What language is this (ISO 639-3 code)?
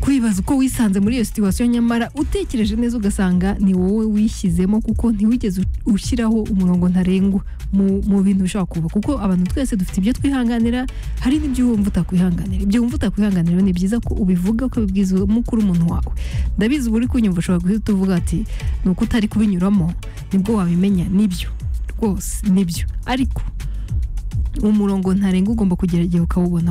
kin